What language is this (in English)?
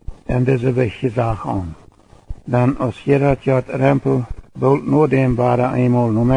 Plautdietsch